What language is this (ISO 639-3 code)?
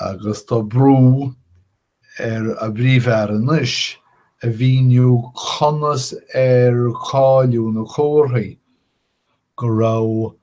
gle